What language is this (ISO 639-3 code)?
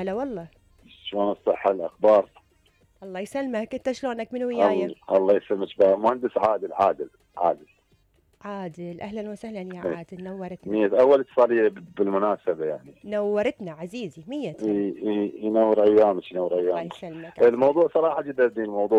acm